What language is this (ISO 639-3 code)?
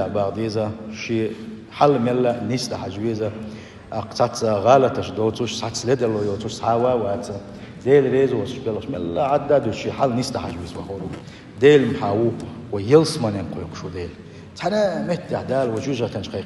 che